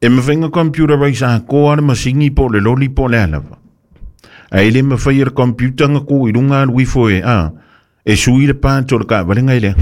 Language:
Samoan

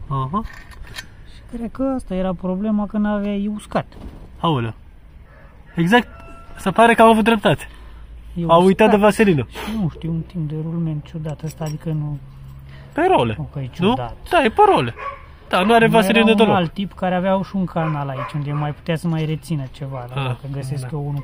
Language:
Romanian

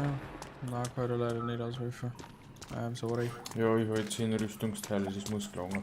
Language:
Bavarian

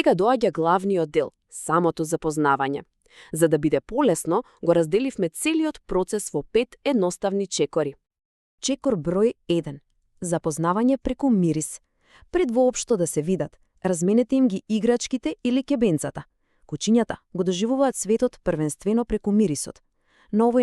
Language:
Macedonian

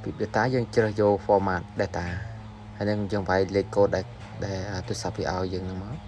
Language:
Khmer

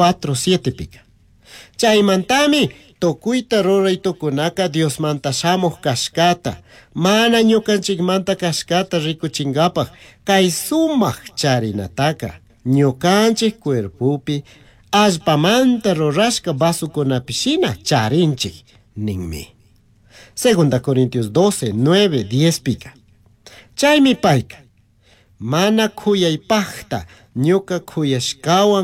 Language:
Chimborazo Highland Quichua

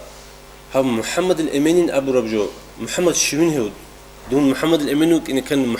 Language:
Avaric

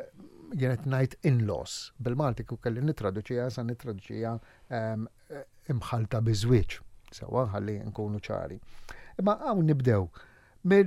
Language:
Maltese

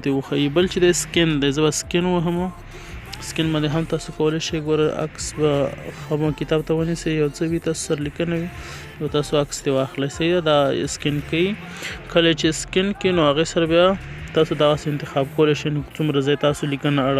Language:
Pashto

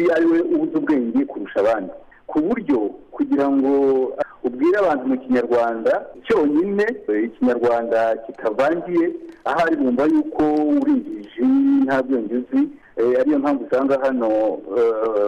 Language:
Kinyarwanda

